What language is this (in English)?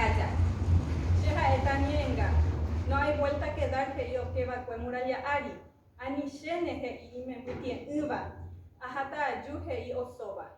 Guarani